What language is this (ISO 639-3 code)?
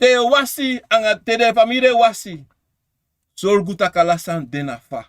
srn